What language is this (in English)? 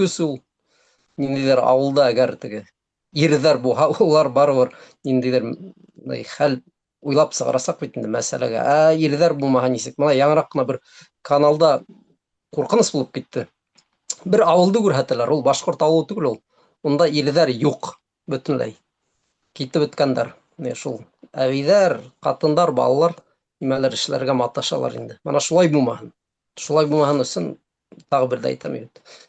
Bashkir